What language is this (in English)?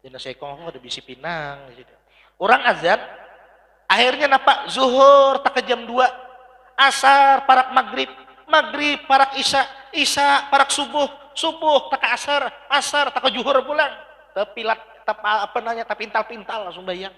Banjar